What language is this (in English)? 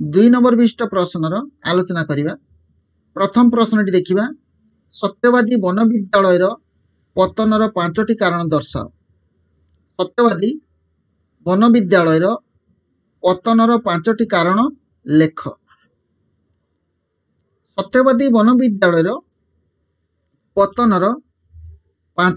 Odia